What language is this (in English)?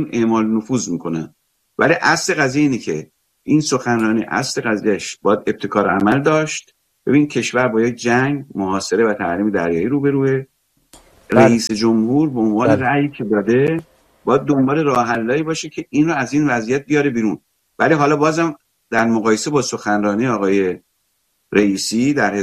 Persian